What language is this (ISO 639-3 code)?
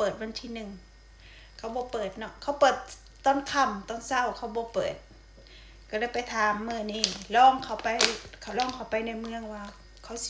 lao